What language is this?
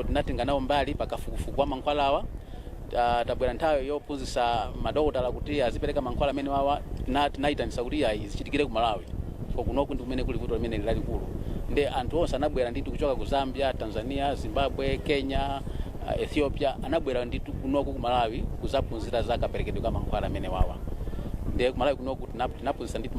Nyanja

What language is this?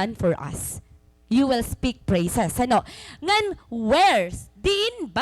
Waray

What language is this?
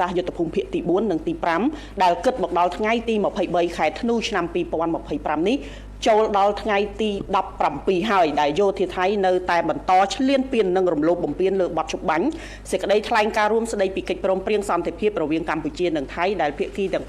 Khmer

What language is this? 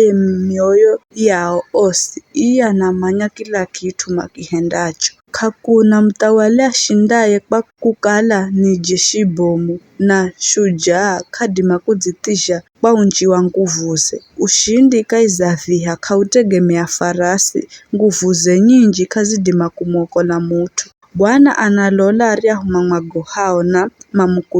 Giryama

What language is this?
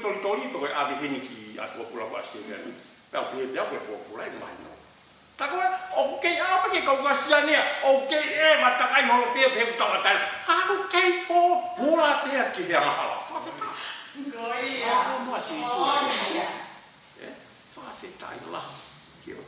Tongan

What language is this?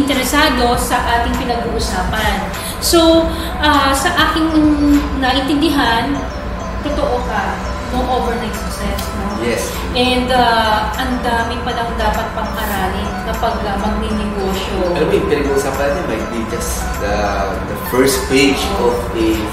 Filipino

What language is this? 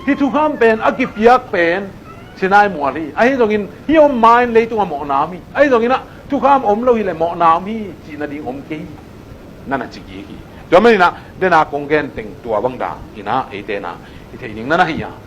Tedim Chin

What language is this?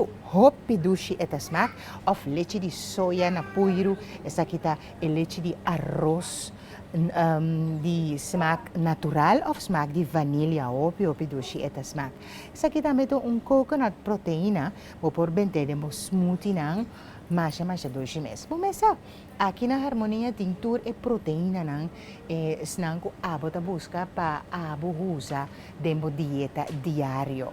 Papiamento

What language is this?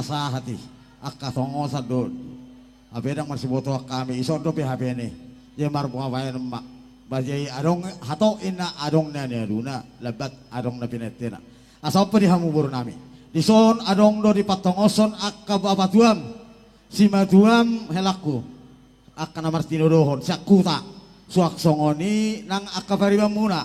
Batak Toba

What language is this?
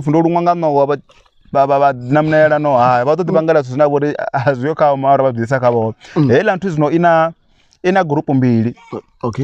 Venda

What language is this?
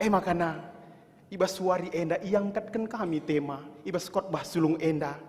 Batak Karo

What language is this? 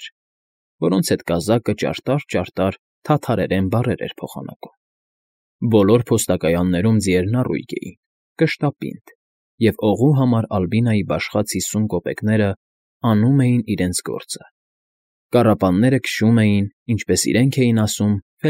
Armenian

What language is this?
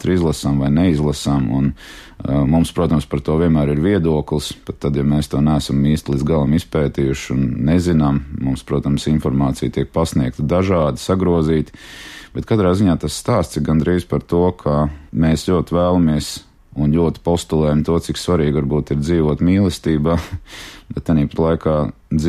Latvian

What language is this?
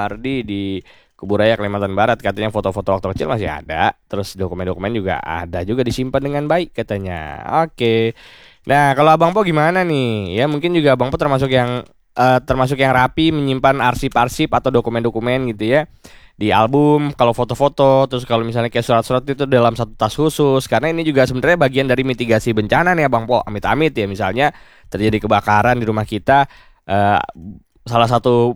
Indonesian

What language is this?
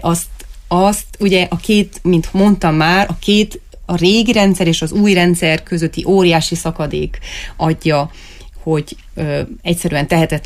Hungarian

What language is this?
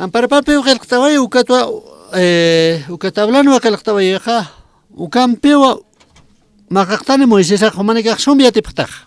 Aymara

